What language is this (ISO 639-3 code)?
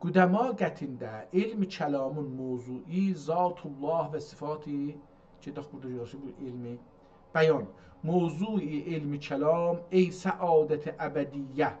azb